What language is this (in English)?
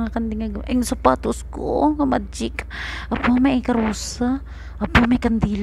Hiligaynon